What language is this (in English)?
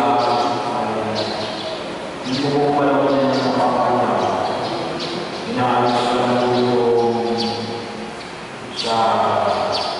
Filipino